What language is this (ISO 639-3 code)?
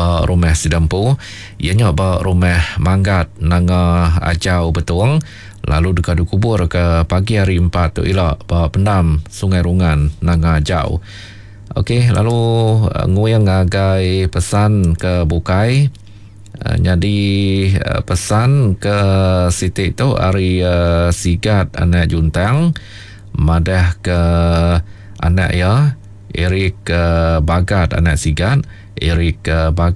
iba